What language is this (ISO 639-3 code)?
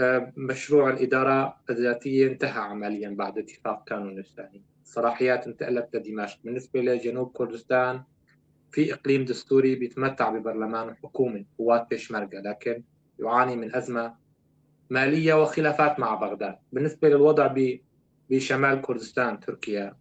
apc